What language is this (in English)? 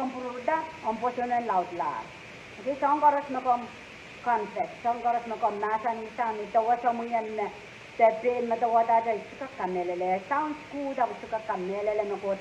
Pohnpeian